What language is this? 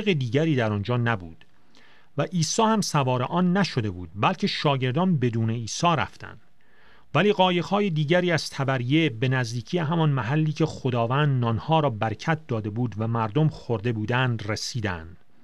Persian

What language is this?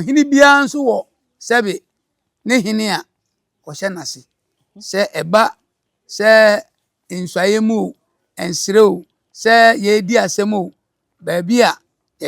Akan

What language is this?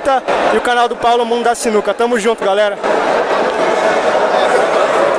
Portuguese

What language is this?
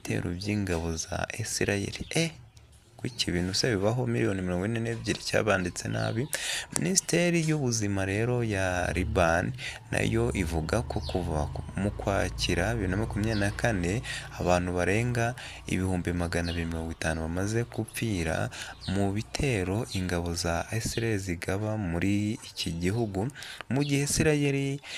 Kinyarwanda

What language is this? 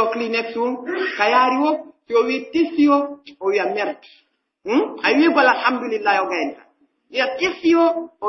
Pular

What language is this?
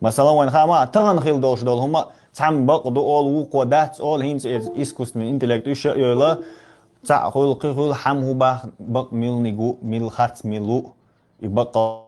Chechen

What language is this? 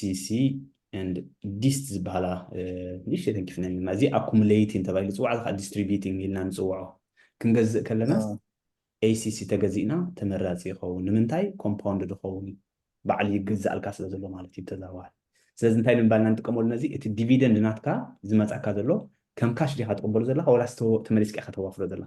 Tigrinya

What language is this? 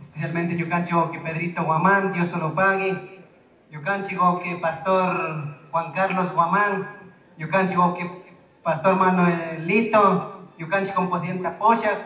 Chimborazo Highland Quichua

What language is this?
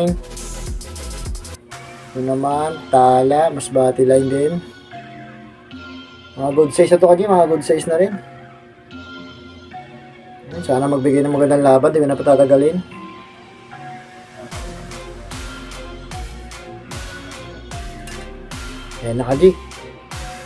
Filipino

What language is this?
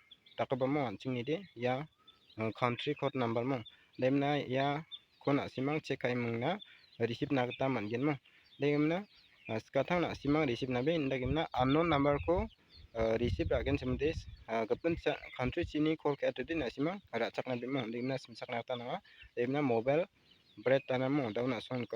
Garo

